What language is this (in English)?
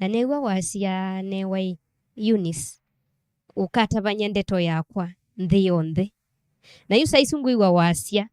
Kamba